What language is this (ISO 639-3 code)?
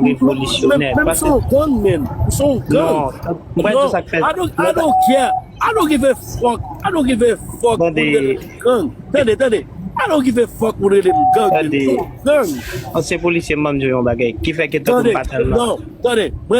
hat